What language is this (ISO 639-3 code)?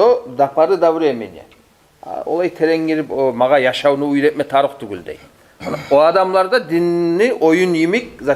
kum